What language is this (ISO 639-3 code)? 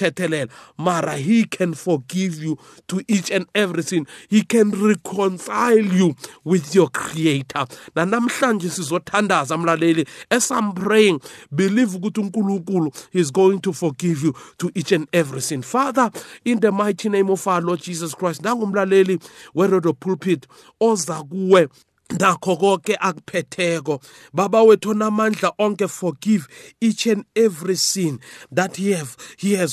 nbl